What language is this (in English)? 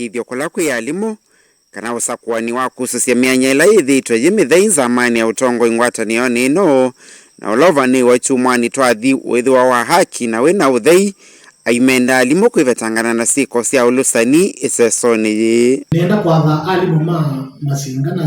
Kamba